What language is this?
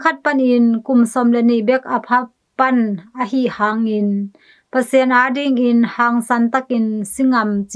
Tedim Chin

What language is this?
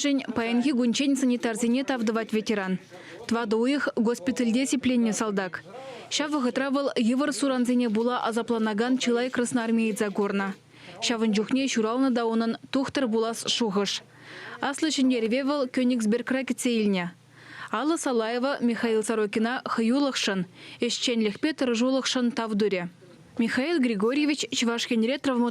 Chuvash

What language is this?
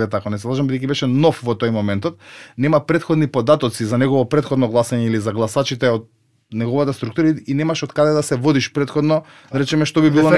Macedonian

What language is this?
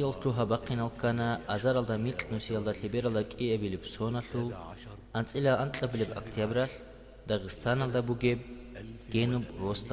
Avaric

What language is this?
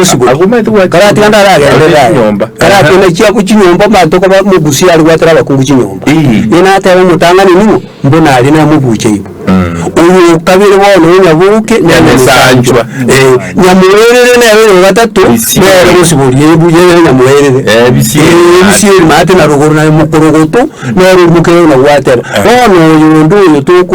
Gusii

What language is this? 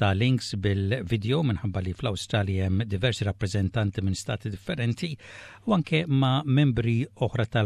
Maltese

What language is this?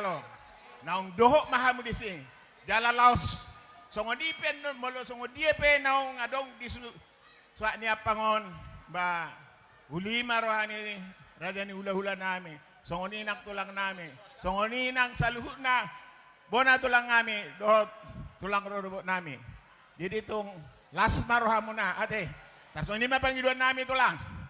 Batak Toba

